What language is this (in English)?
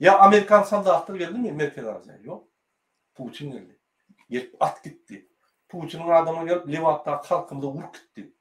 Turkmen